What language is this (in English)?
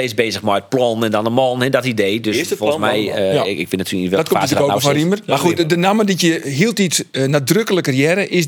Western Frisian